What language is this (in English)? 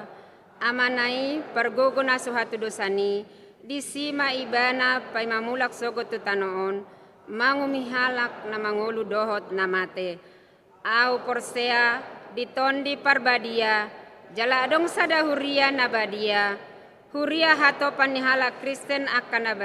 Batak Toba